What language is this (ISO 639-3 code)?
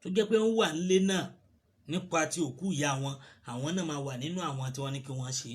yor